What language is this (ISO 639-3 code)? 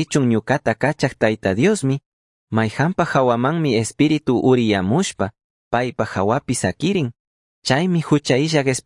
qug